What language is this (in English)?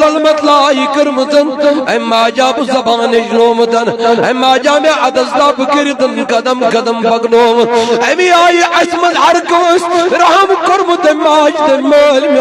Kashmiri